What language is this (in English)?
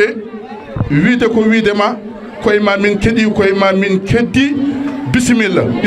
Fula